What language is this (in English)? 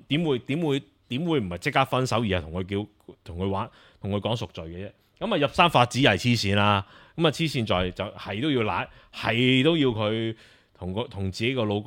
Cantonese